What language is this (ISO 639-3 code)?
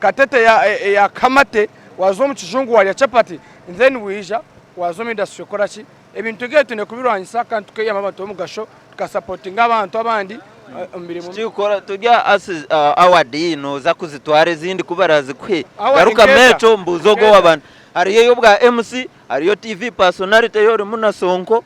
nyn